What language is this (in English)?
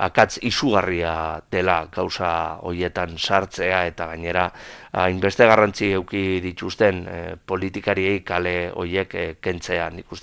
Basque